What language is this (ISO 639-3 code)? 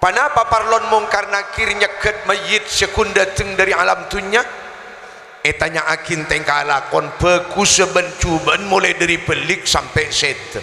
mad